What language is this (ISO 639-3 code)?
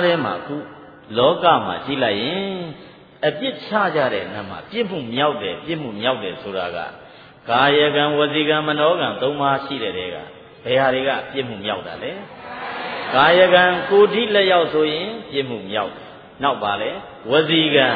mya